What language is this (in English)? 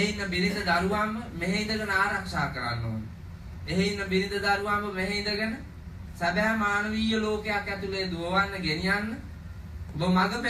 Sinhala